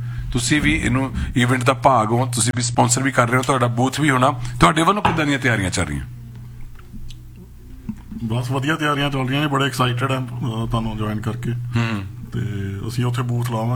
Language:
Punjabi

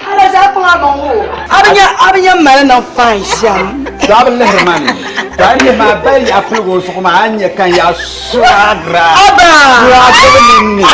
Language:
Dagbani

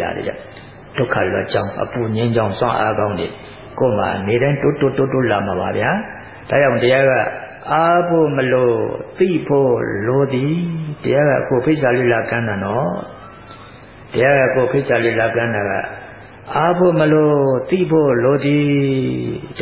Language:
Burmese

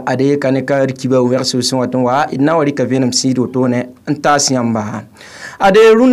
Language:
Mossi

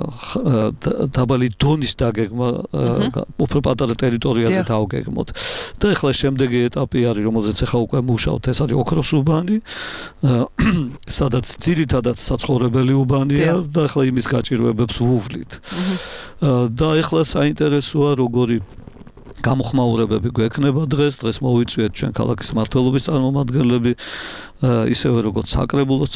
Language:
Georgian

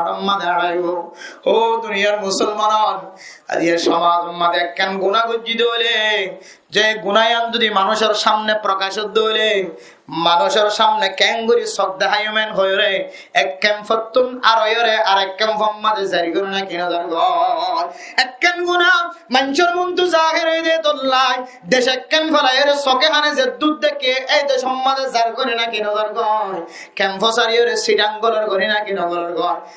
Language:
Rohingya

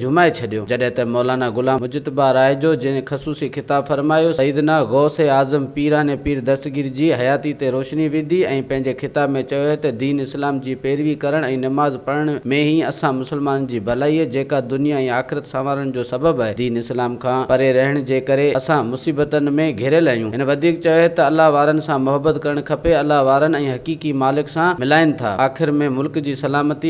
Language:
Sindhi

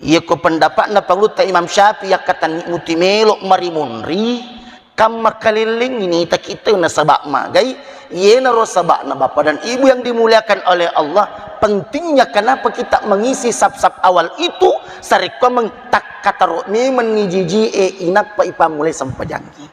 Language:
Buginese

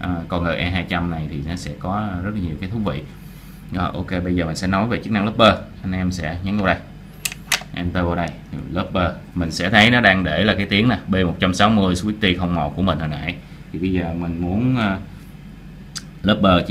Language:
Vietnamese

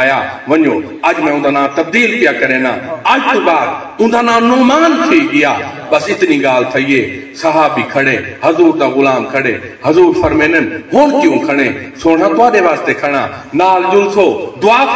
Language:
Saraiki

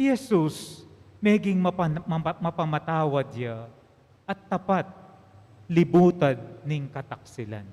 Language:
Pampanga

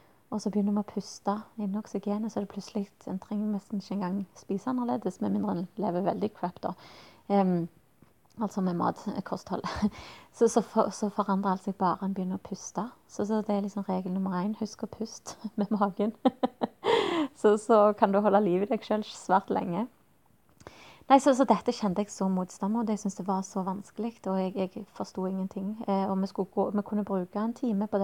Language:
Norwegian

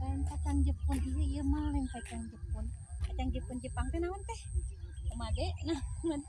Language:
Sundanese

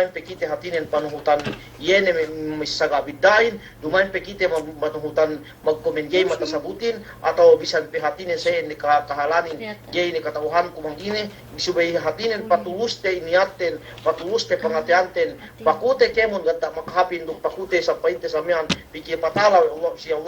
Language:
Yakan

